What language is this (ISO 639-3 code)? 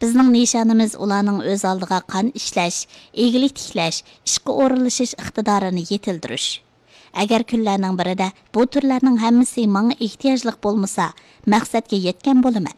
uig